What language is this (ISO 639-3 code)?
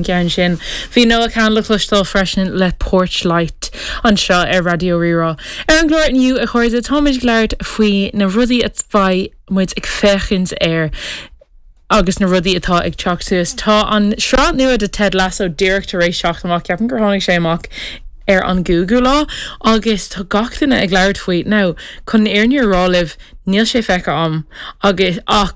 gle